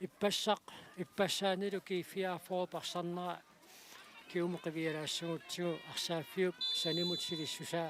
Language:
Kalaallisut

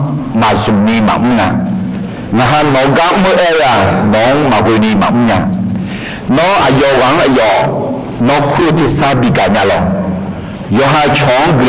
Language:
Akha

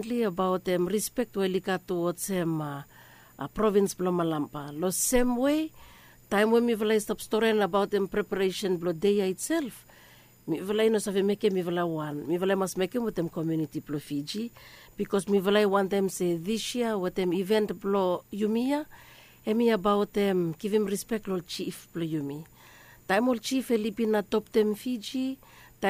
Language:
Bislama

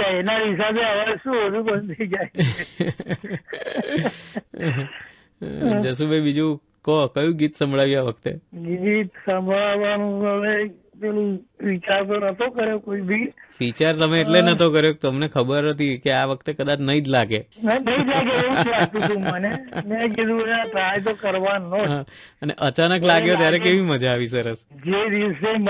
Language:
Gujarati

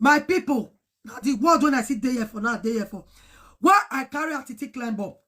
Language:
Nigerian Pidgin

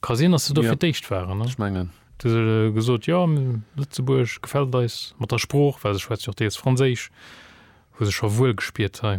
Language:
Luxembourgish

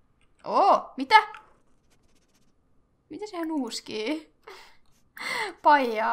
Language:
Finnish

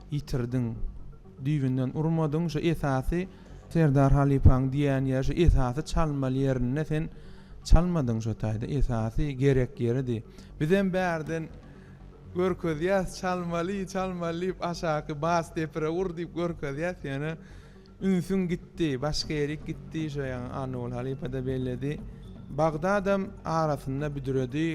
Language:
Turkmen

